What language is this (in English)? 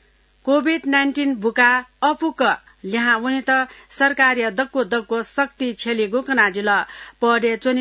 Newari